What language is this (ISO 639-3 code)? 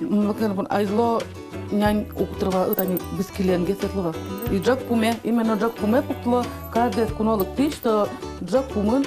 udm